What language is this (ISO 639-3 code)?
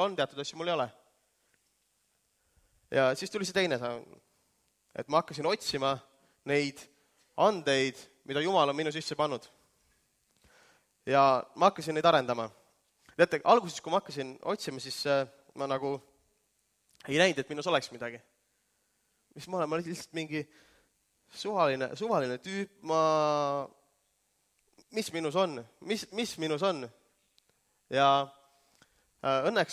est